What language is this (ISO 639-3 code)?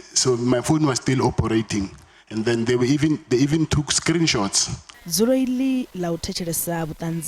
ven